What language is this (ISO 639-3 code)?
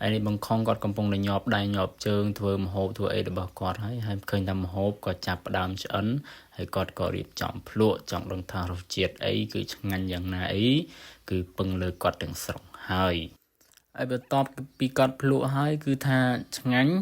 khm